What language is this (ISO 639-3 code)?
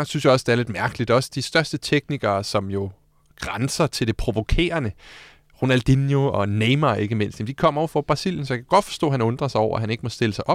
dan